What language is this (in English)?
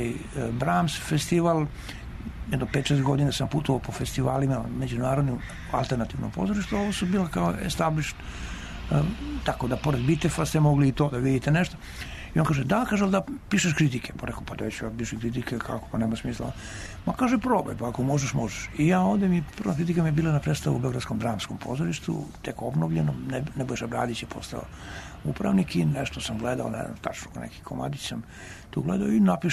Serbian